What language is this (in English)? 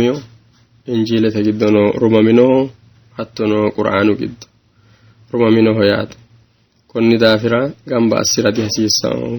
Sidamo